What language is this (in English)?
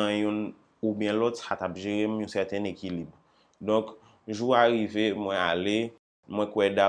Haitian Creole